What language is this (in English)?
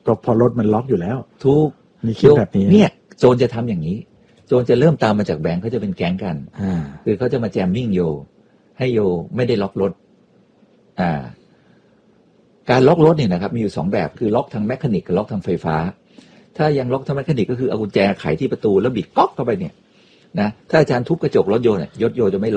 Thai